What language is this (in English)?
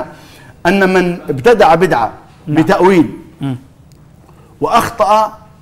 Arabic